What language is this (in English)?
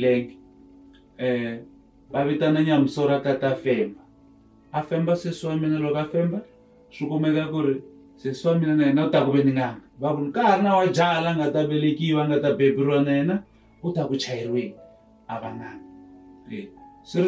Tsonga